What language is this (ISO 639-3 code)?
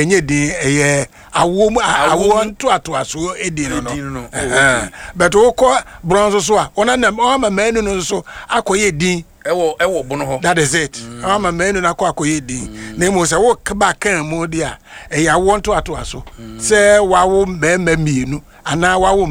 aka